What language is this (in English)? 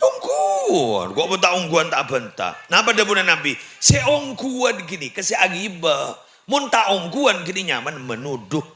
Madurese